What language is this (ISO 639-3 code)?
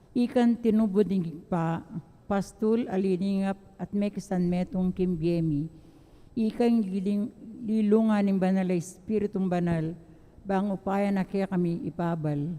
pam